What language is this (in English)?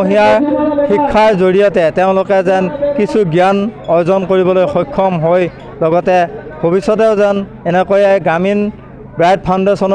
Assamese